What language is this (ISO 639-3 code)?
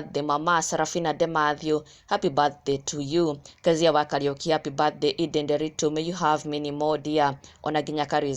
kik